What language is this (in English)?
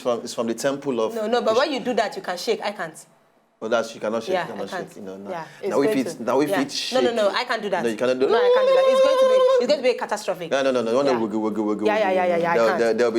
Nigerian Pidgin